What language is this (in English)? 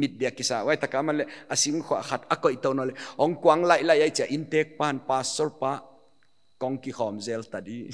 Paite Chin